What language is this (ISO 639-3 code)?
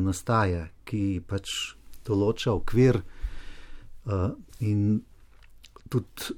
slv